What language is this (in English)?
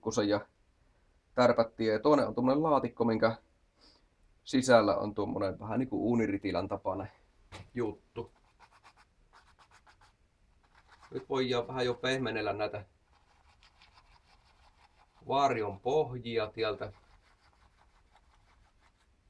Finnish